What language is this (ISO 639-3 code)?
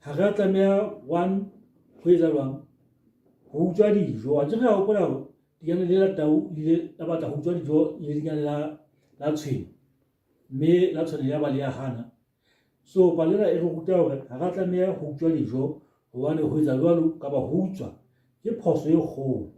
sot